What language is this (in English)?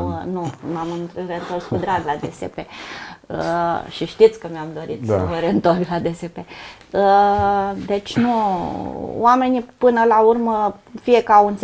Romanian